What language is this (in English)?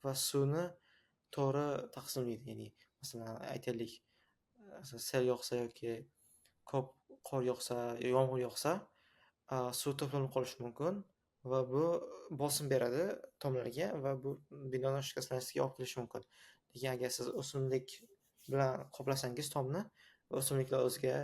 Uzbek